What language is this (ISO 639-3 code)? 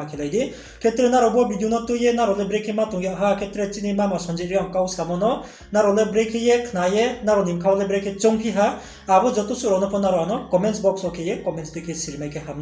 ria